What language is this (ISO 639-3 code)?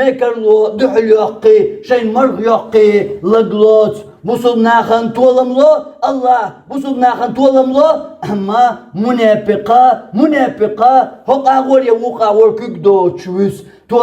che